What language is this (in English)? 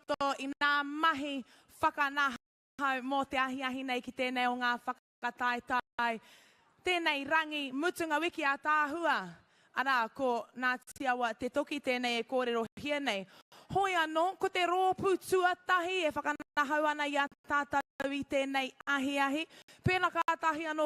Māori